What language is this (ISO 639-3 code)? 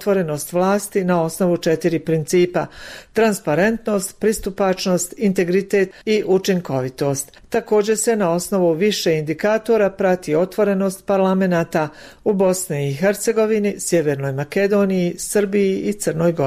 bos